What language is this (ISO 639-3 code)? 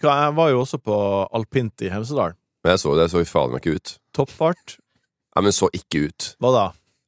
nor